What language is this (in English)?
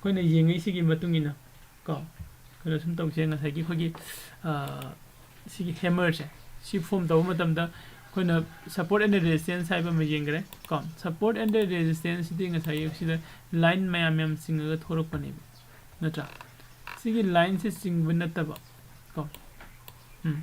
Manipuri